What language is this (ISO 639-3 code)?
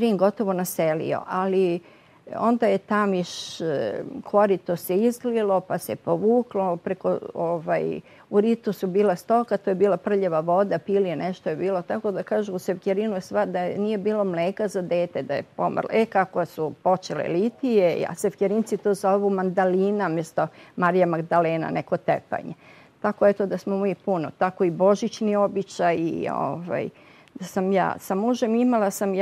srp